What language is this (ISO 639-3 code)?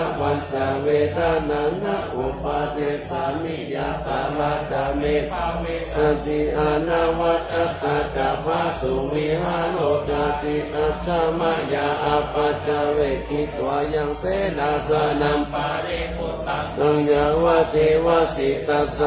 pli